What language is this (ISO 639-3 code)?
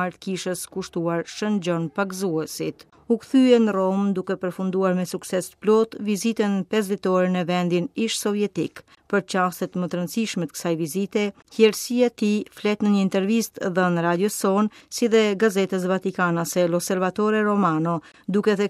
sqi